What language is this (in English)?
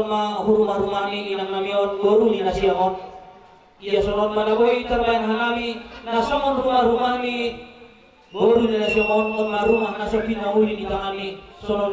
Batak Simalungun